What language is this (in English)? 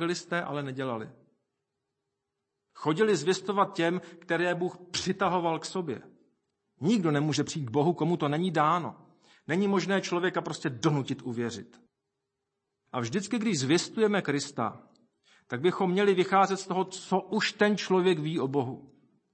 Czech